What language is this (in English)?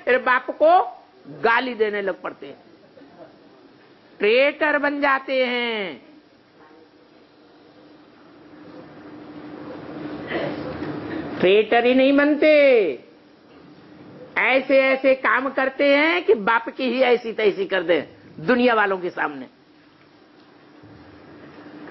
Hindi